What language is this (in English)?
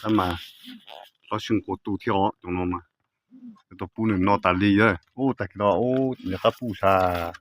Hmong